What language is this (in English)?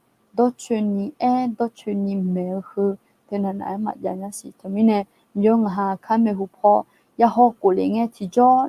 Akha